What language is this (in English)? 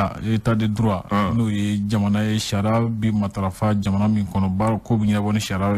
Bambara